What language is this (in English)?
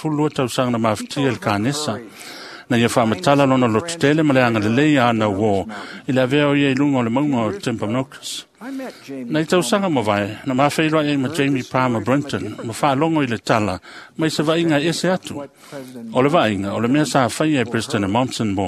Samoan